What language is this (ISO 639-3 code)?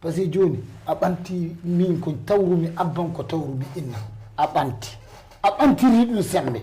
ful